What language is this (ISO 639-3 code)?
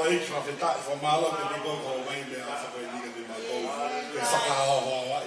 ton